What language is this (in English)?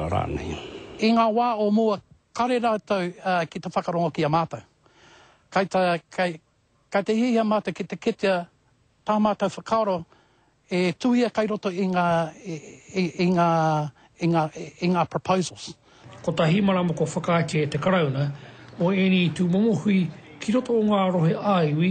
Māori